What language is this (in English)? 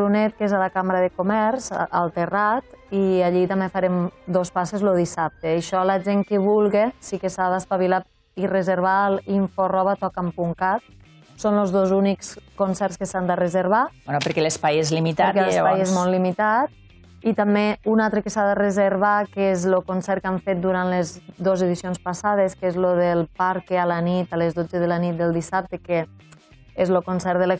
Catalan